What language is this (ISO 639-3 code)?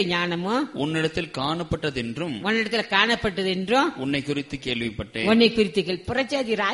tam